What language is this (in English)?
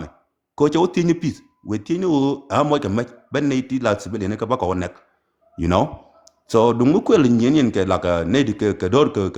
Nuer